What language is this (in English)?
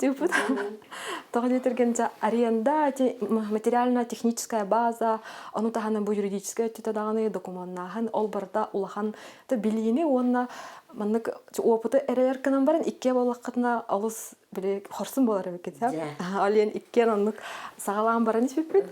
Yakut